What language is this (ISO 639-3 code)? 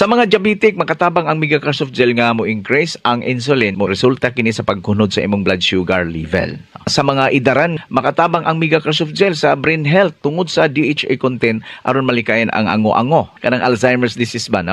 ceb